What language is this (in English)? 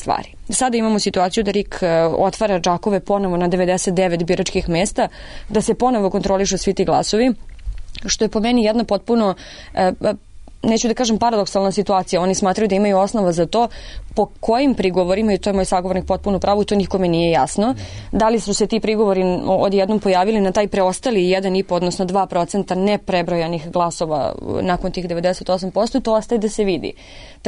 Serbian